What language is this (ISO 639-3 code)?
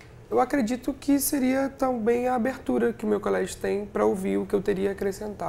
por